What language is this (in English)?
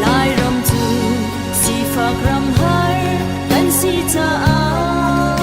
Hakha Chin